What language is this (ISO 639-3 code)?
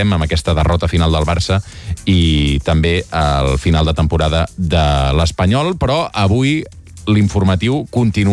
cat